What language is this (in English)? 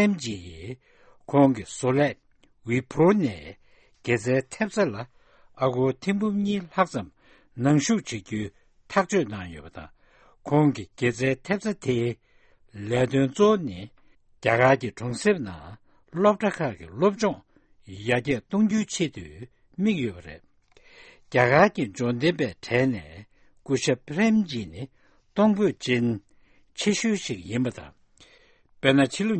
Tibetan